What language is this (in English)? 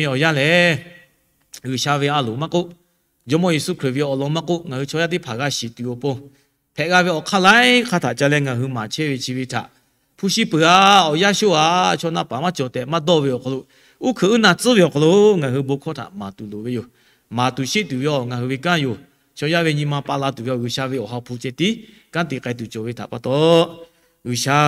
Lahu